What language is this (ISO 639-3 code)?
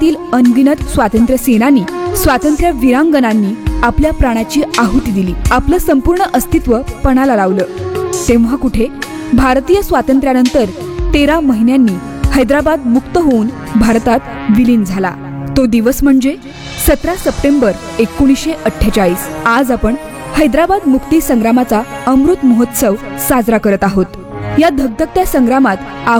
mar